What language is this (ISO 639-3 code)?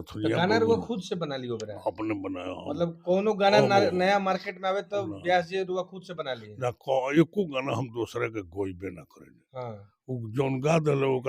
bho